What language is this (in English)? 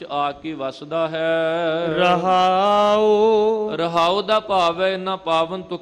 Punjabi